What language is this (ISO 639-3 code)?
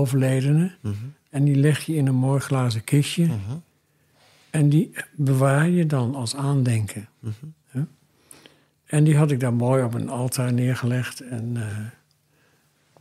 nld